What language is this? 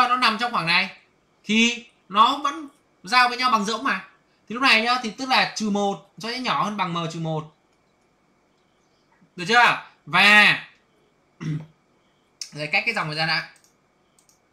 Vietnamese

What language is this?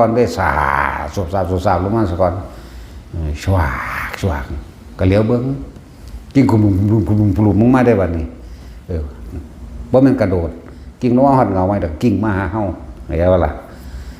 Northeastern Thai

